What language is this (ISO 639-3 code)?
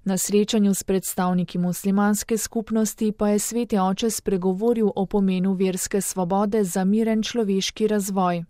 slv